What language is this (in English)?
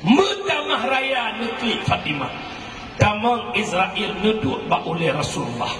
Achinese